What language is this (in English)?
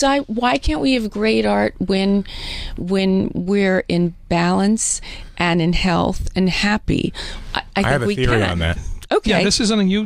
English